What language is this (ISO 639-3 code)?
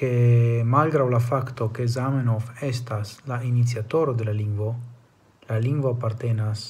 epo